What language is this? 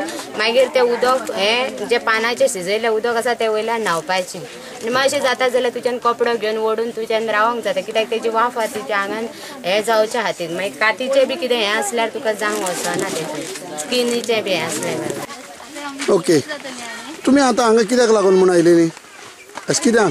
Konkani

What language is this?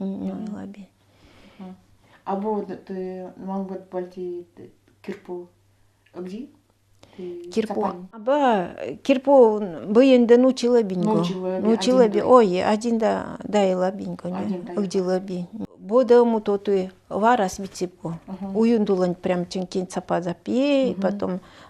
Nanai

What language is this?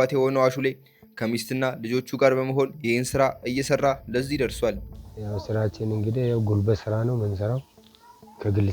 Amharic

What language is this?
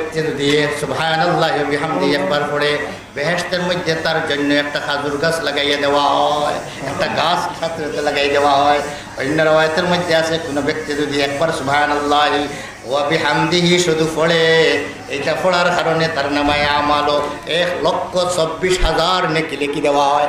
Sylheti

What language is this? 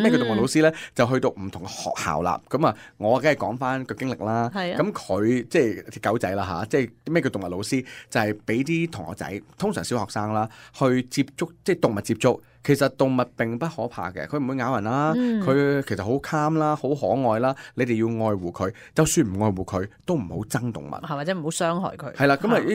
Cantonese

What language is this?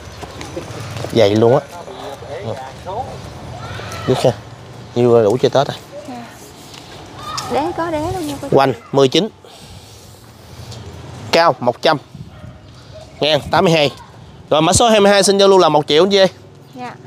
Vietnamese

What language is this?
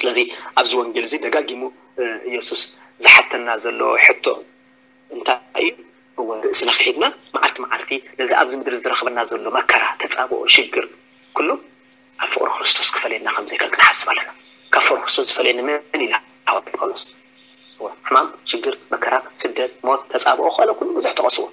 Tigrinya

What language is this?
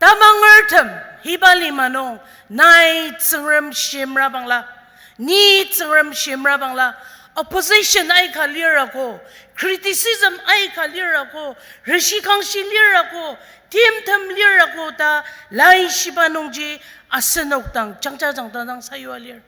Ao Naga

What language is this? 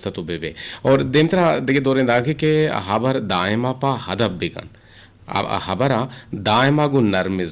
Eastern Balochi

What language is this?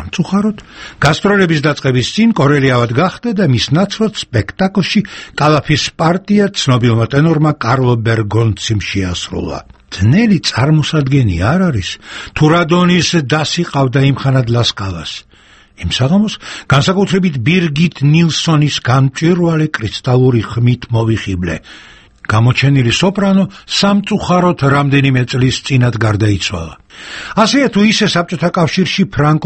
Georgian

